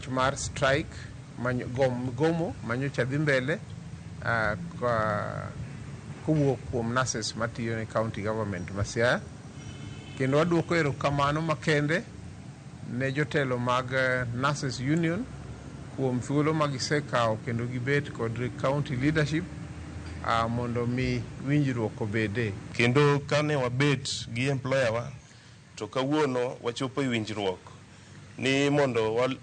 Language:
Luo (Kenya and Tanzania)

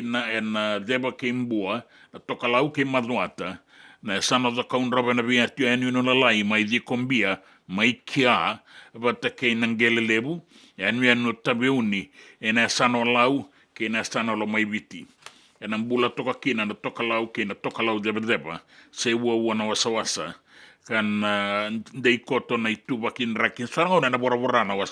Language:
Fijian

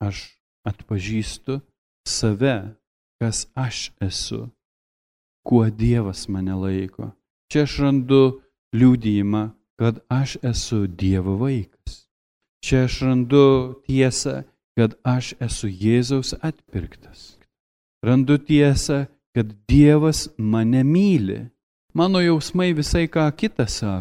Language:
Lithuanian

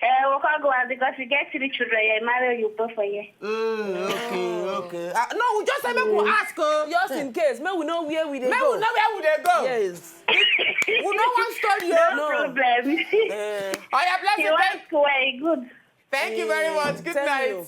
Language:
Nigerian Pidgin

